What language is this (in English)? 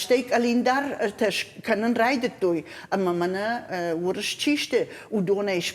Ossetic